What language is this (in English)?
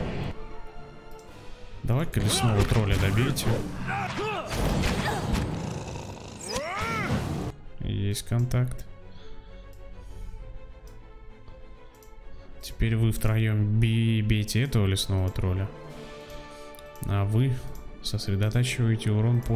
Russian